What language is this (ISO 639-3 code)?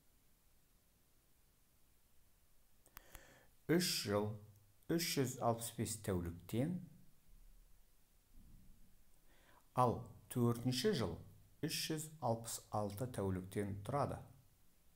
kaz